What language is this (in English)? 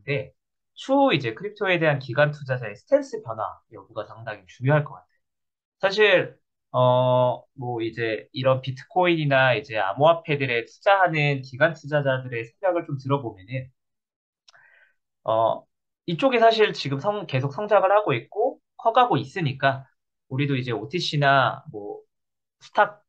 Korean